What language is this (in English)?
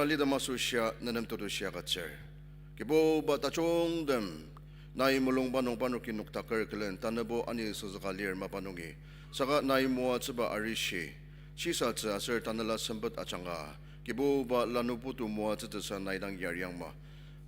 Ao Naga